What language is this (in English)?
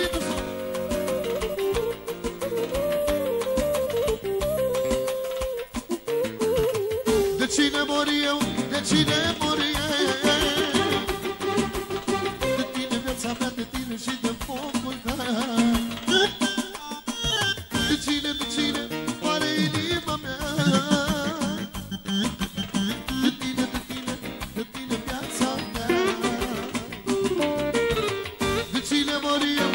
Romanian